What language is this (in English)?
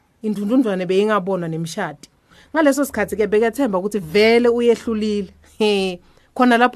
Swati